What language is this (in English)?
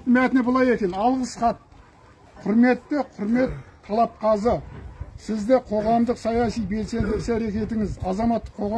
Kazakh